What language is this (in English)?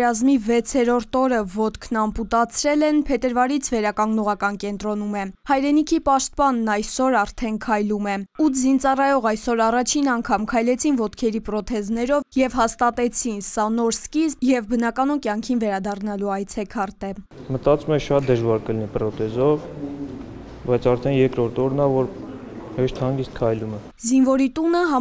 Armenian